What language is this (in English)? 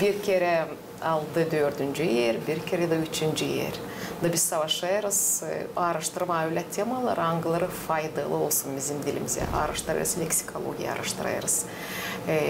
Gagauz